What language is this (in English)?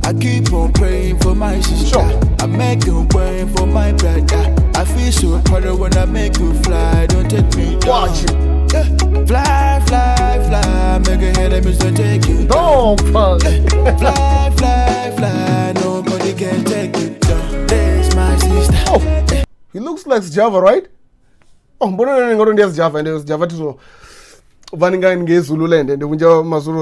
Venda